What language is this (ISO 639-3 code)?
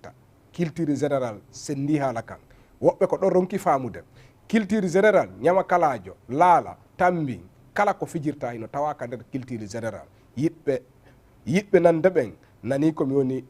ful